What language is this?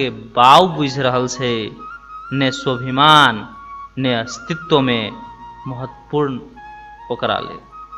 Maithili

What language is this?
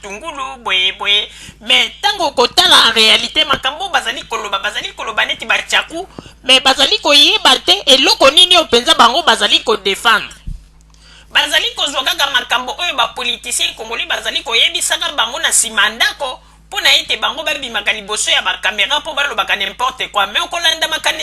Lingala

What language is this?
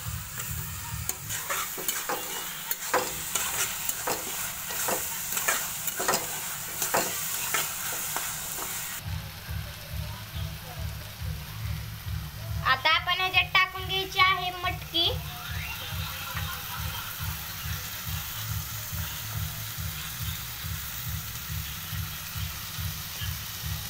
Marathi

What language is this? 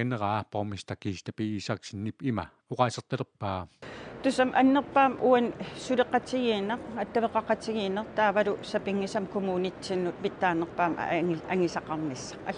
Kalaallisut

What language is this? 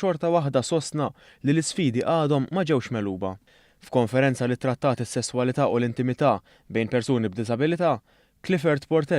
Maltese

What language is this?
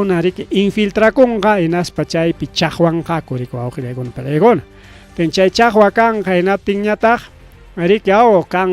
Ayacucho Quechua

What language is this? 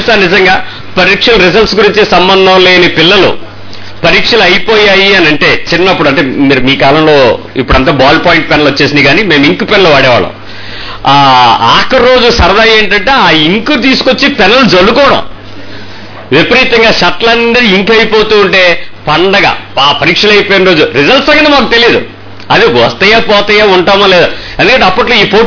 Telugu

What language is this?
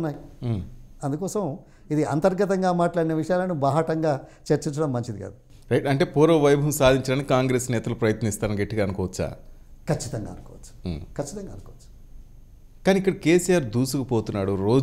Telugu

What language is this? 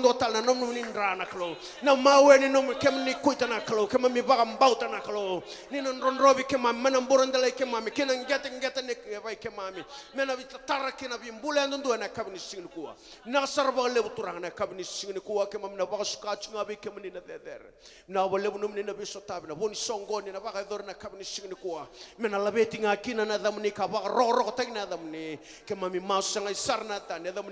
Fijian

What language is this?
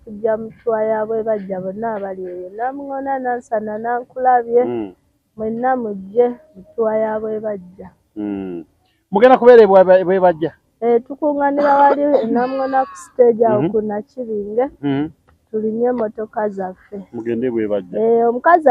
Ganda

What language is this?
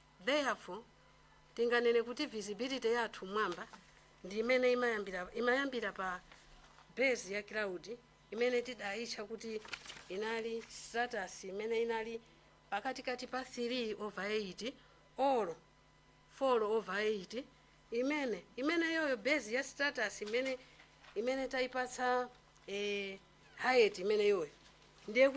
Nyanja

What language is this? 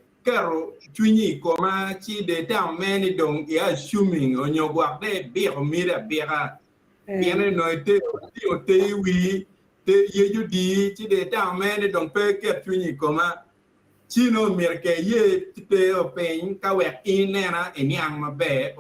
Acoli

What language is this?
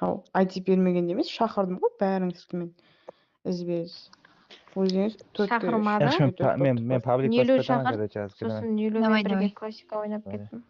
Kara-Kalpak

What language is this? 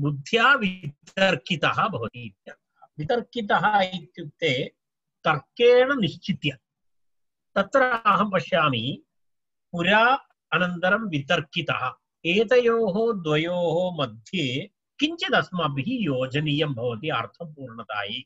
Sanskrit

